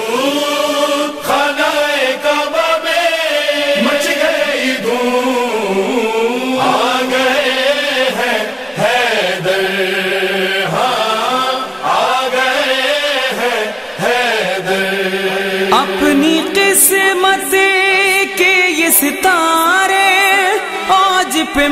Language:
Urdu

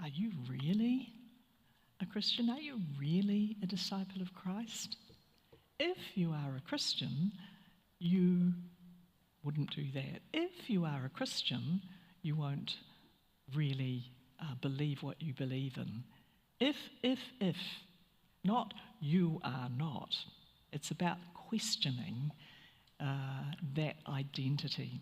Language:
Māori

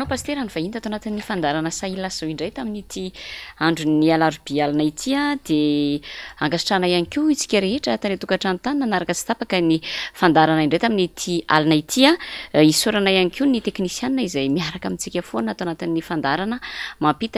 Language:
Malagasy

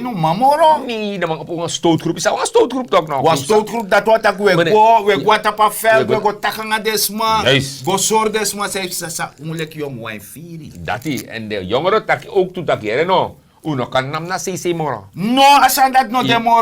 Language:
Sranan Tongo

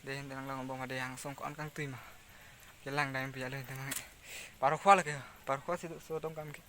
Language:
Karbi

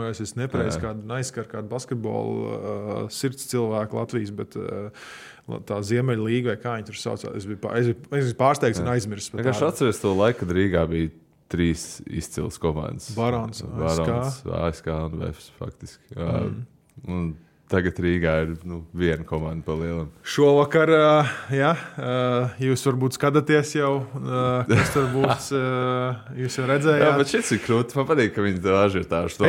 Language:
Latvian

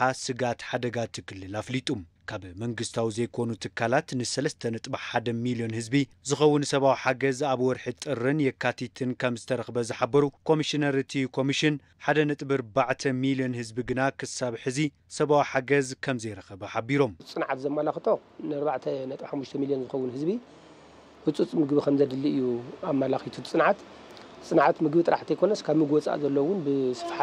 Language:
Tigrinya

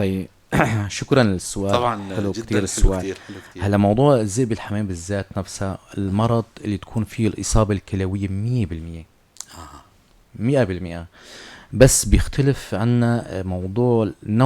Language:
North Levantine Arabic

